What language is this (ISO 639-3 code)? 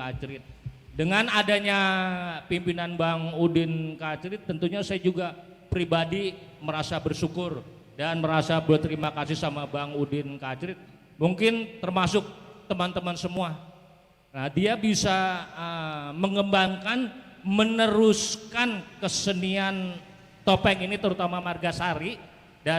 bew